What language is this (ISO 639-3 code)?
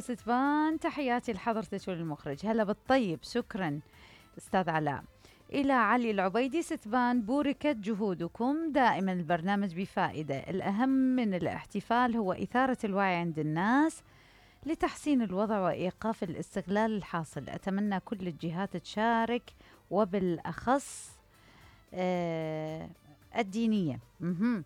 acm